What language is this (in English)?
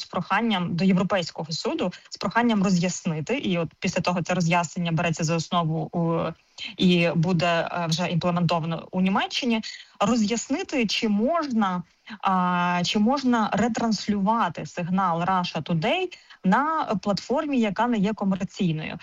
Ukrainian